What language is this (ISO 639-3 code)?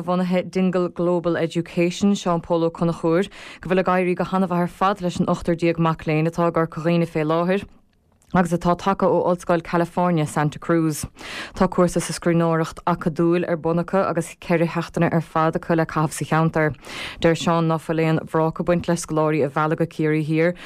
gle